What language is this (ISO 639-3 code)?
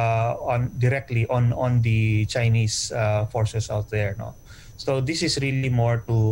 eng